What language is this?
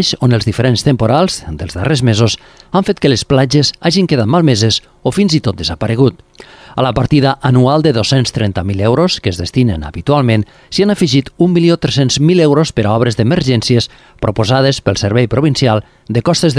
Catalan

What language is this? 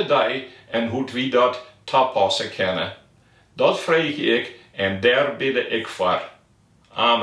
Western Frisian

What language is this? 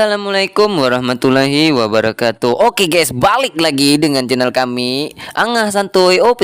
Banjar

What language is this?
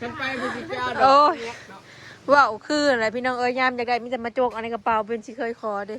Northeastern Thai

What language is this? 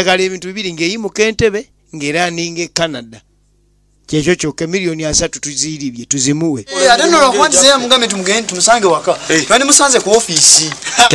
Ganda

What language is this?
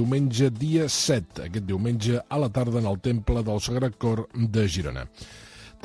Catalan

